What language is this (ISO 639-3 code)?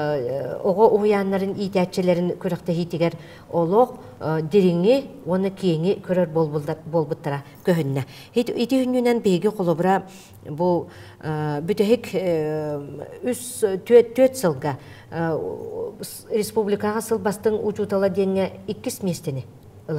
sah